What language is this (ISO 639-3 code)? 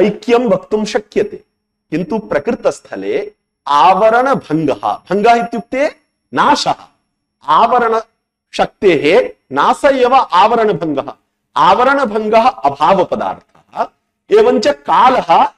san